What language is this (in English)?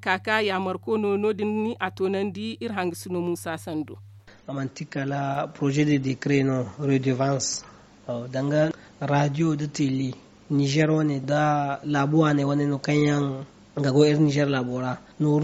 Zarma